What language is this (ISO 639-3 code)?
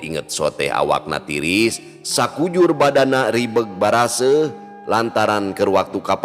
sun